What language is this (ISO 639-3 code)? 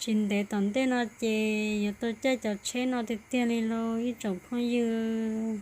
hmn